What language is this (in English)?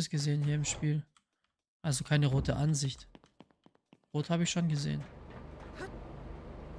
German